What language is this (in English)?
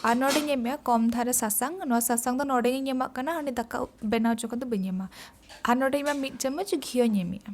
Santali